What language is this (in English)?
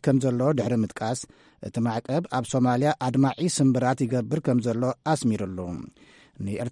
Tigrinya